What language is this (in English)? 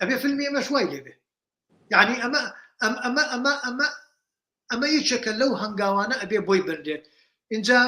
Central Kurdish